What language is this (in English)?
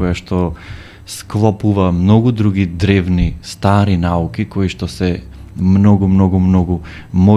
Macedonian